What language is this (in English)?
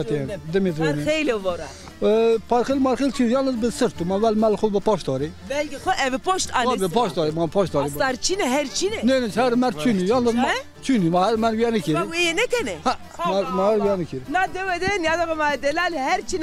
Zaza